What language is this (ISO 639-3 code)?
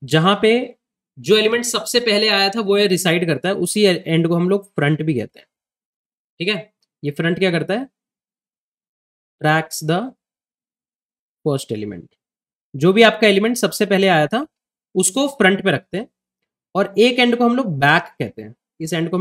hin